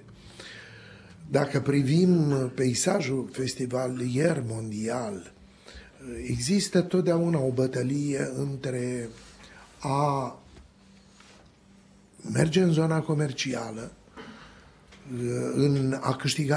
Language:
Romanian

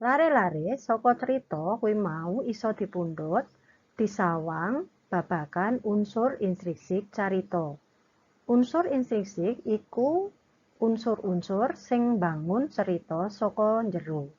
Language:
Javanese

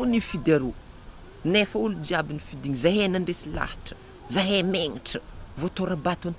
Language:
Malagasy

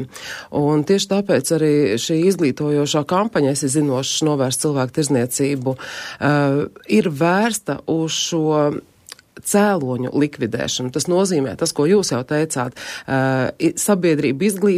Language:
Latvian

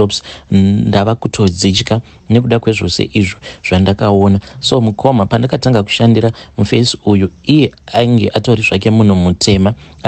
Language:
Shona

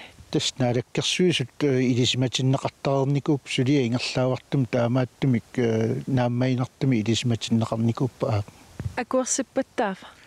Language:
Kalaallisut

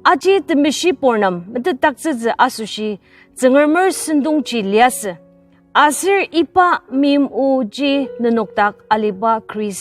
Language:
Ao Naga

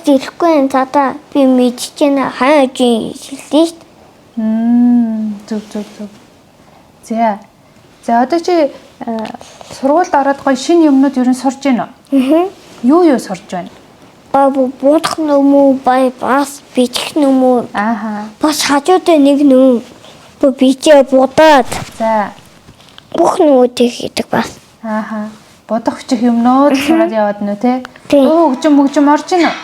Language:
Mongolian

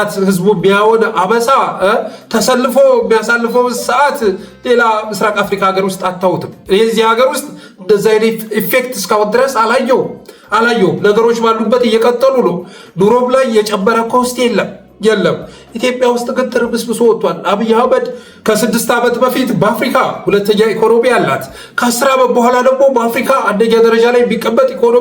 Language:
Amharic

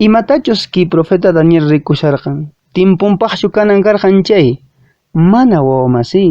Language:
Quechua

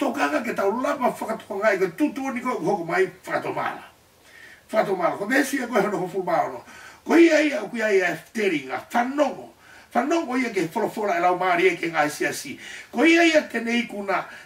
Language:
Tongan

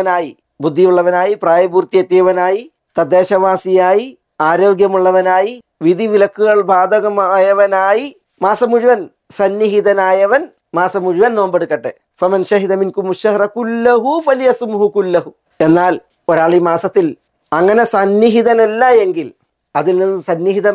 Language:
Malayalam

